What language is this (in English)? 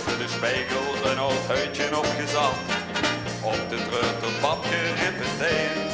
Limburgish